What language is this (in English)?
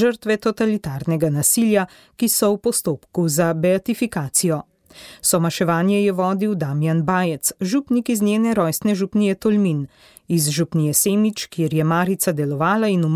Slovenian